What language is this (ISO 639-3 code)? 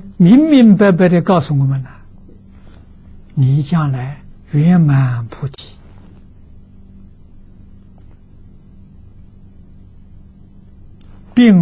zho